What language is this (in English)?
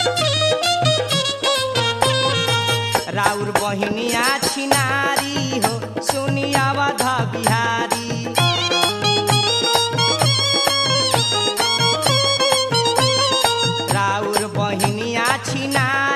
Bhojpuri